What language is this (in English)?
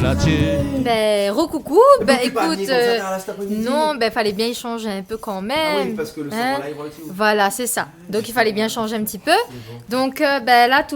Réunion Creole French